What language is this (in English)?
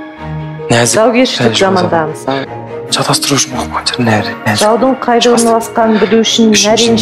Kazakh